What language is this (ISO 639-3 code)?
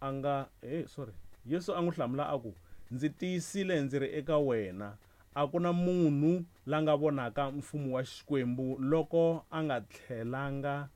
tso